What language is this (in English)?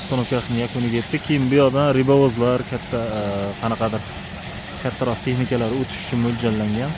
Uzbek